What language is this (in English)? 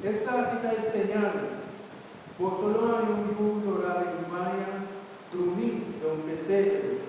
Papiamento